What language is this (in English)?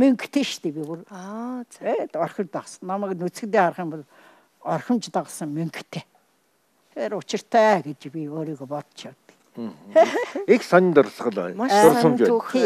Mongolian